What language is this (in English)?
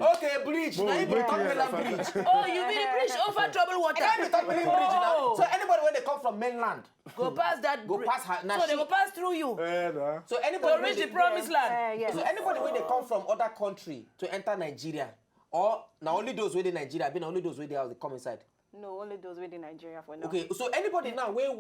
Nigerian Pidgin